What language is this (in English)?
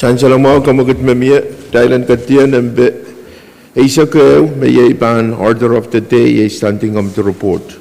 Pohnpeian